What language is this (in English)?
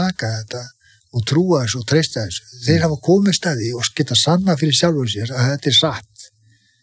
Icelandic